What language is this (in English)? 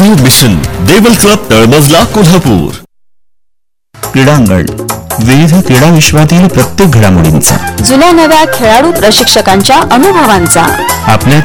Marathi